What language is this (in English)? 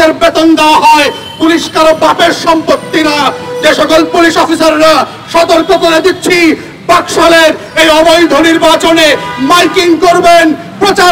Bangla